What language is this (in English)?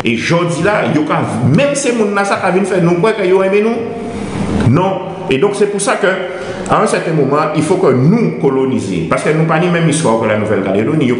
Guadeloupean Creole French